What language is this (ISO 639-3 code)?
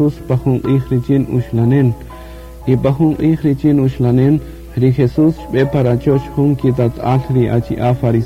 cak